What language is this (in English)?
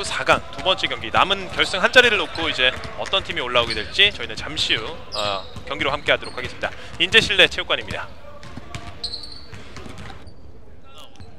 Korean